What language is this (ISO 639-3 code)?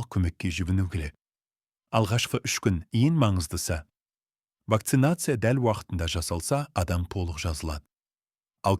kaz